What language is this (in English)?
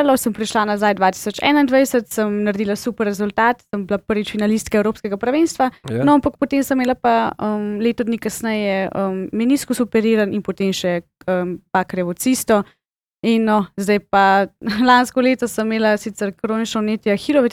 Slovenian